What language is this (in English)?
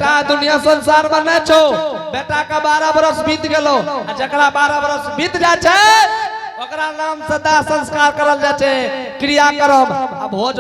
Angika